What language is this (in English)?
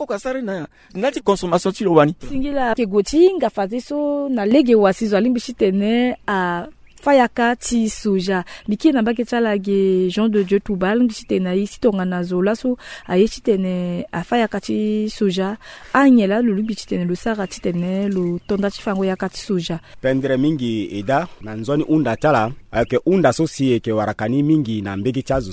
Sango